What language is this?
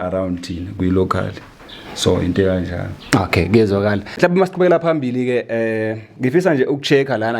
Zulu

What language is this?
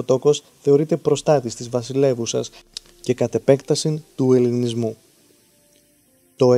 Greek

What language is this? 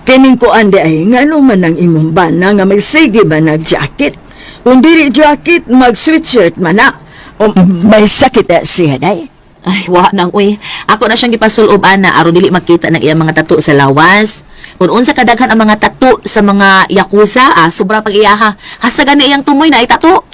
Cebuano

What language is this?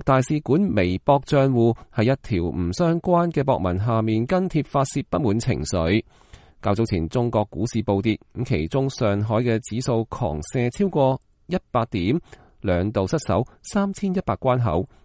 Cantonese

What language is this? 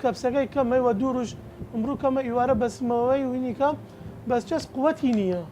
Southern Kurdish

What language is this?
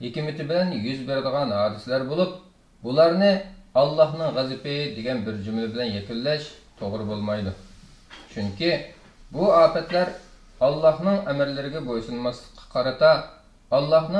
Uyghur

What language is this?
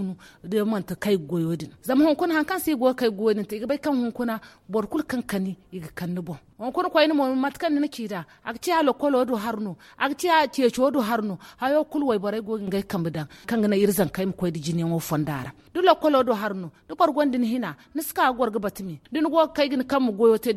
Zarma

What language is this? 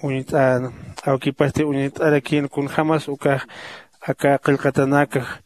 Aymara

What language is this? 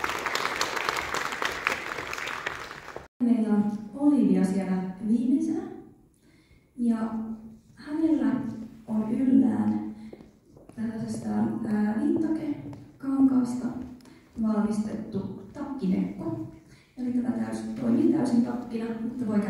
Finnish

